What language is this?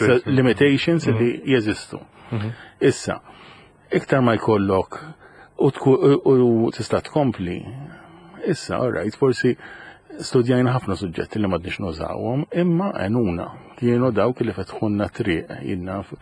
Maltese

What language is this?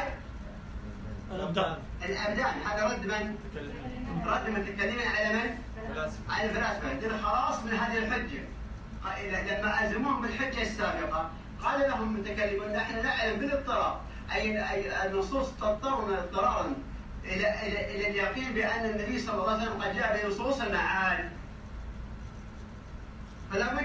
Arabic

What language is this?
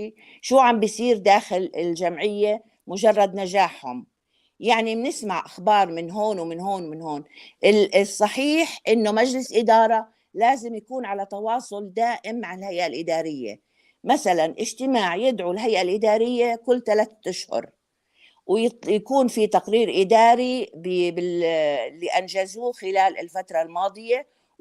North Levantine Arabic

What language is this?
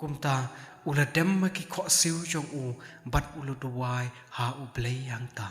Khasi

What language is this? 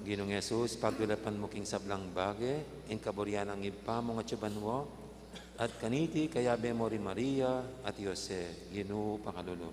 Pampanga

